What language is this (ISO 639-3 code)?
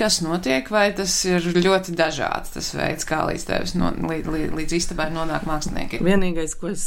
lav